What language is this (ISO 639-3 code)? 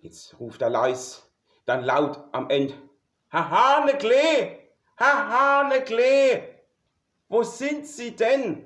pfl